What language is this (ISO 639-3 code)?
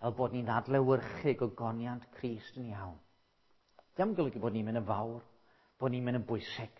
cym